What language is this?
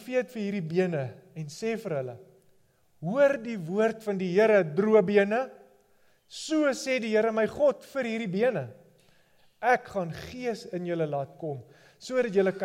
Afrikaans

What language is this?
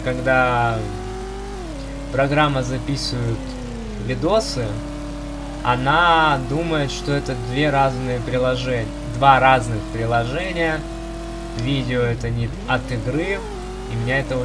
Russian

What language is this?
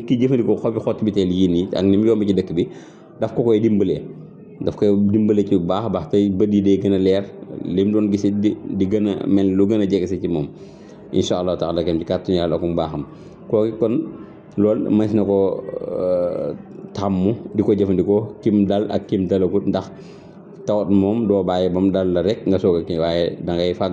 Wolof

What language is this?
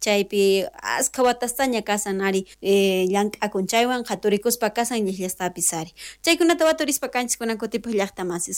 South Bolivian Quechua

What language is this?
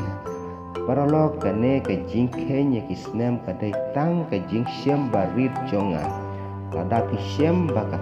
Khasi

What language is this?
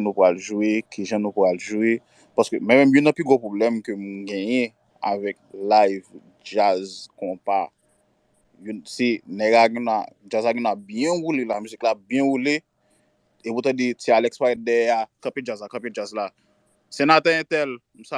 Haitian Creole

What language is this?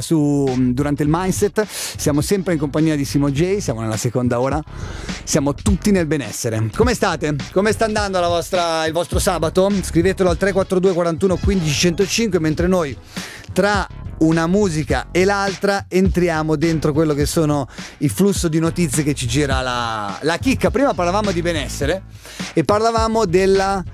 Italian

